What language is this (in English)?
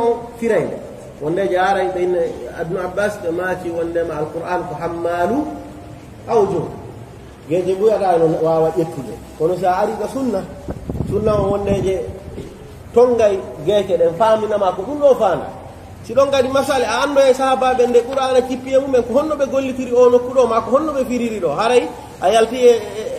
Pular